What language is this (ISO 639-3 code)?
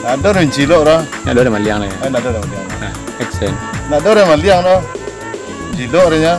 min